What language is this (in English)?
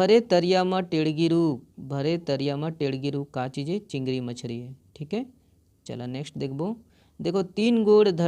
Chhattisgarhi